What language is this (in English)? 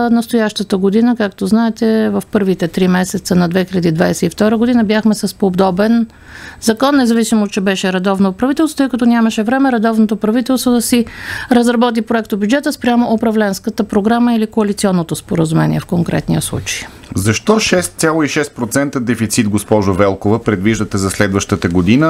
Bulgarian